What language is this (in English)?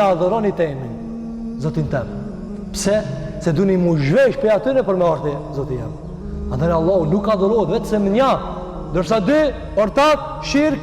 Albanian